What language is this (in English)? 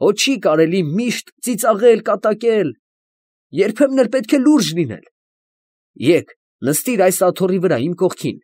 Armenian